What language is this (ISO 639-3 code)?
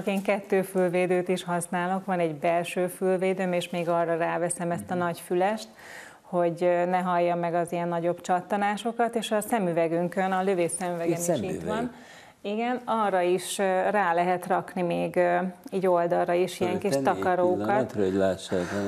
hun